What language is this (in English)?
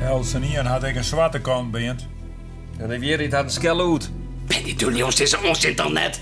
Western Frisian